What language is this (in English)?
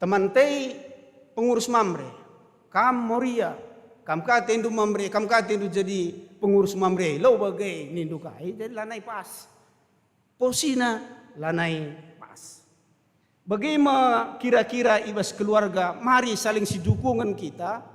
Batak Karo